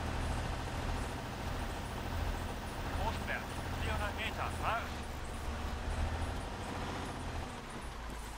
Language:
German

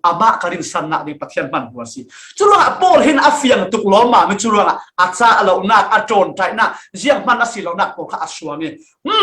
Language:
Falam Chin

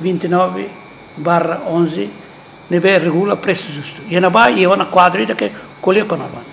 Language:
Tetum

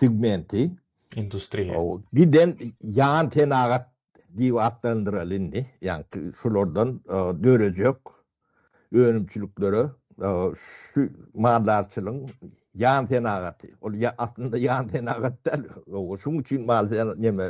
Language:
Turkmen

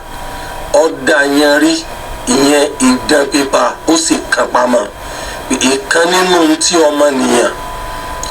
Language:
Yoruba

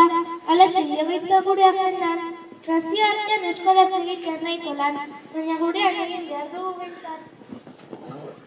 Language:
Basque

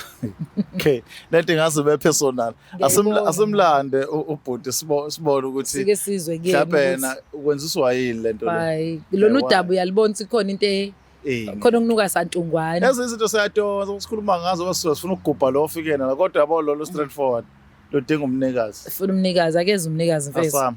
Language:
Zulu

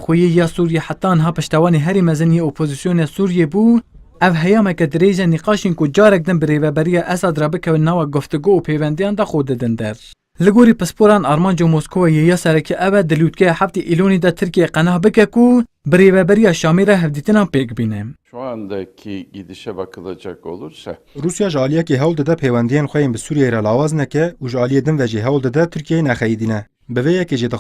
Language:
Kurdish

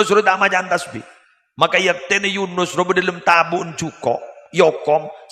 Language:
Madurese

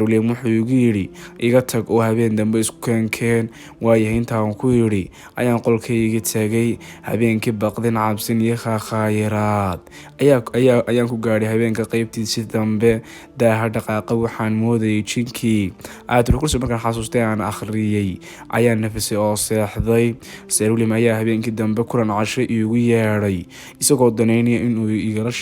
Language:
Somali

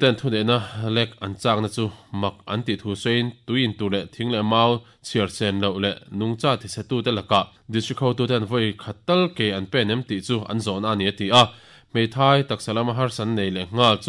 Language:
Mizo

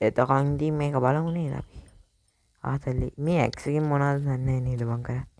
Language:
Sinhala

